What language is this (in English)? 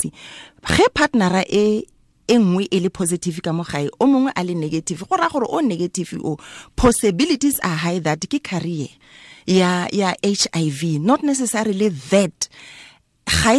Tswana